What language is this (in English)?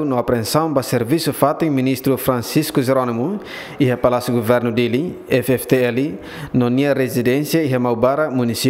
Tetum